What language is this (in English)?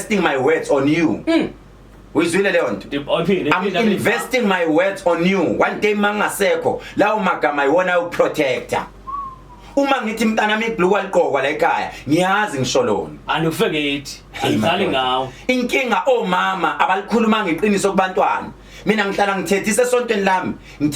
Zulu